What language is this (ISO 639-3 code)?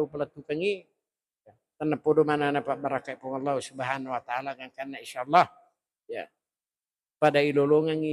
bug